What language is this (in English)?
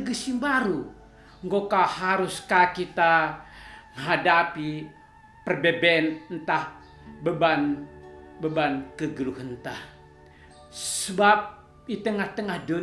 Batak Karo